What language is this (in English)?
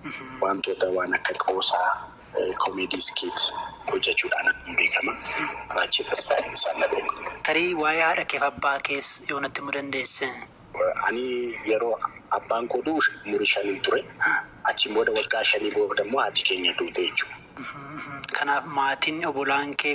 Oromo